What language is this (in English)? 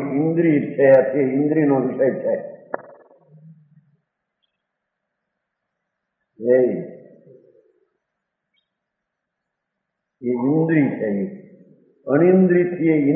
Gujarati